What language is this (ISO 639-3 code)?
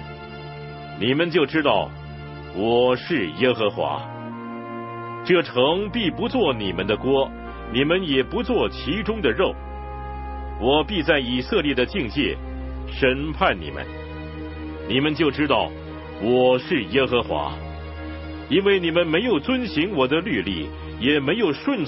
zho